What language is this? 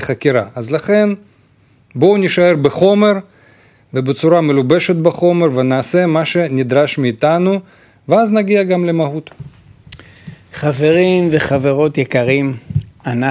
Hebrew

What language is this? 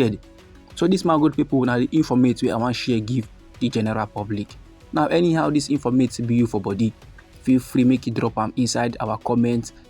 Nigerian Pidgin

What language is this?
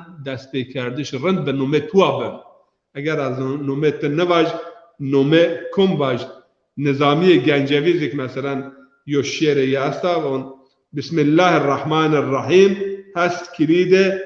Zaza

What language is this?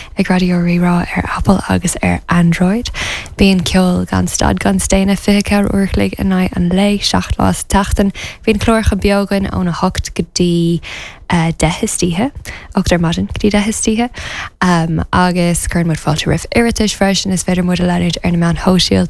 Irish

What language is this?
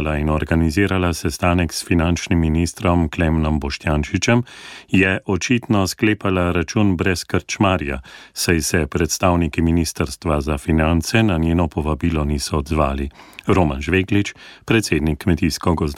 Slovenian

